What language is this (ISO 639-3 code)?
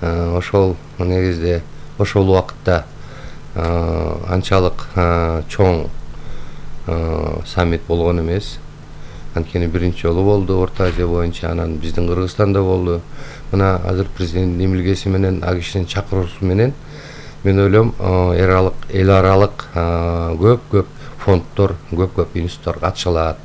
kir